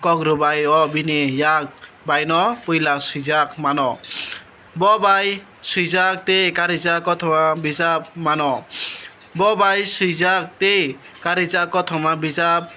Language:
Kok Borok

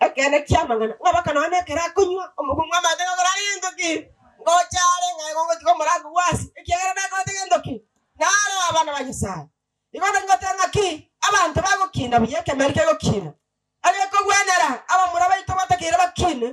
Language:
Gusii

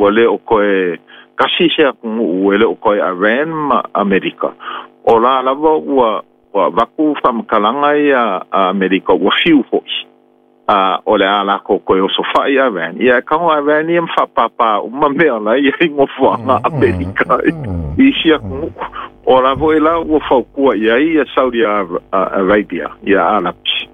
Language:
Samoan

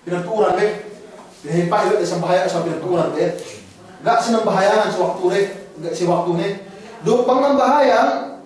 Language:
Yakan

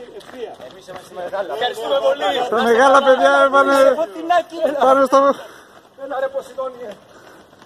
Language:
Greek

